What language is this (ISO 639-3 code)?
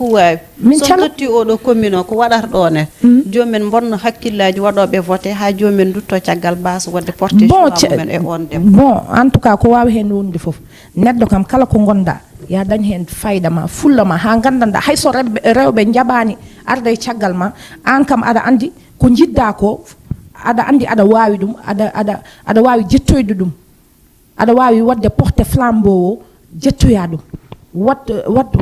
ful